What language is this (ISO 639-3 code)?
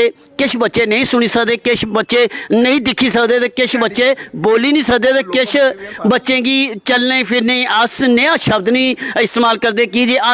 doi